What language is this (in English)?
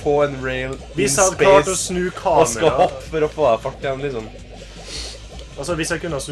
Norwegian